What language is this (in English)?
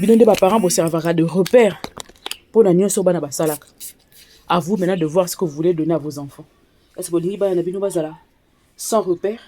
Lingala